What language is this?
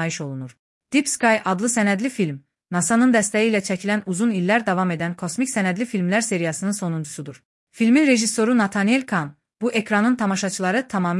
Azerbaijani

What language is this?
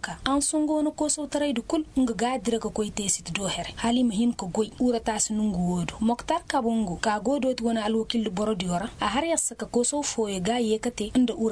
Koyraboro Senni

